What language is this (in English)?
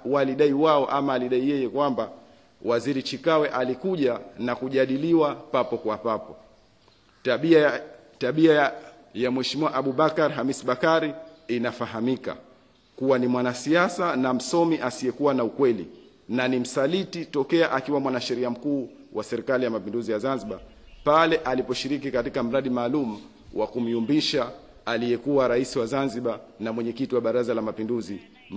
Swahili